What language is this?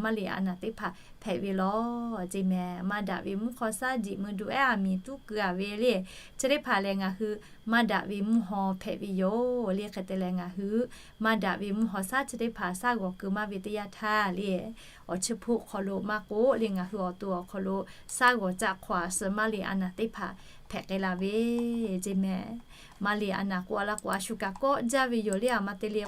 Lahu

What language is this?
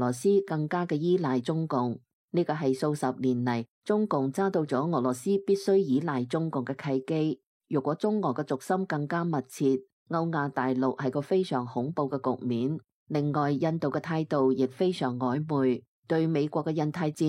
Cantonese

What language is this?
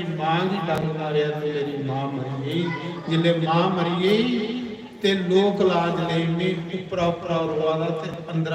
Dogri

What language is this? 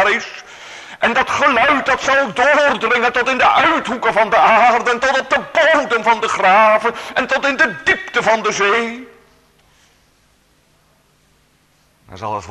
Dutch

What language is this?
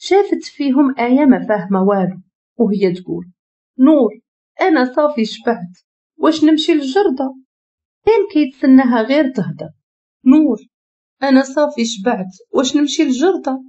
Moroccan Arabic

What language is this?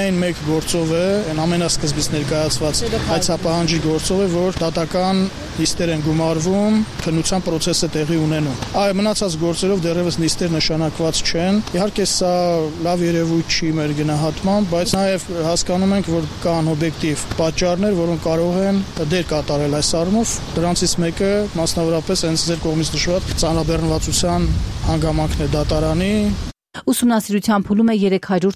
Armenian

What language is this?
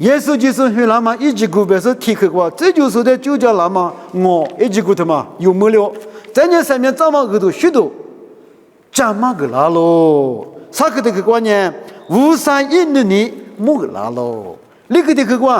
Lisu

